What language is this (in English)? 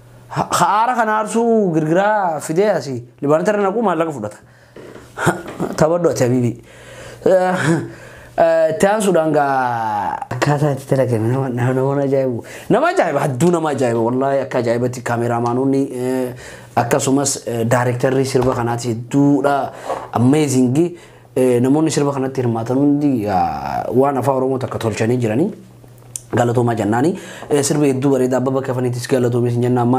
Oromo